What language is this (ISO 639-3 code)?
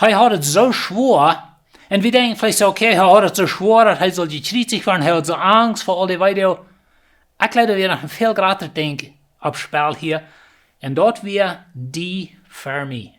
pdt